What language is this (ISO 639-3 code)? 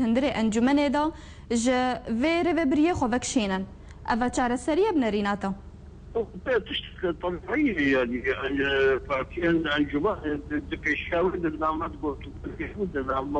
kur